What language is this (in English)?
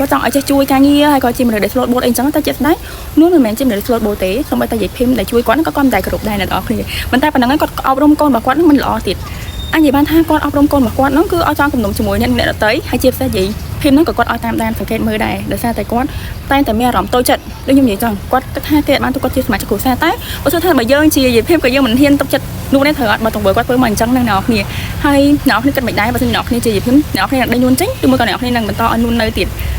Khmer